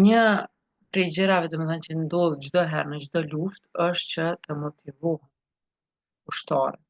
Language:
Albanian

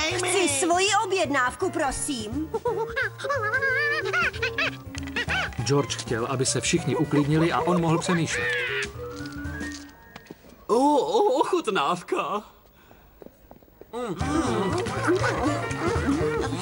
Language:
Czech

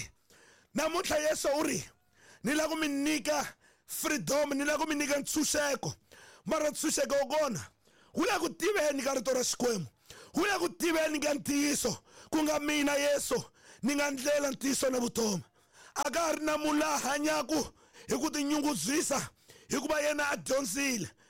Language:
Tsonga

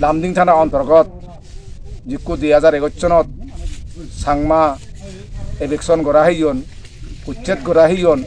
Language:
Chakma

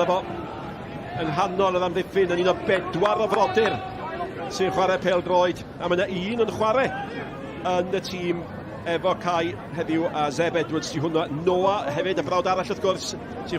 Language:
Welsh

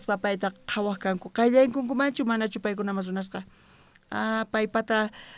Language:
South Bolivian Quechua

